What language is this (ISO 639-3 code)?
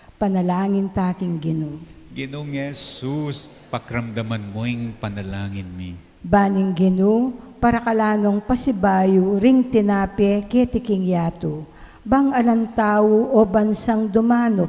pam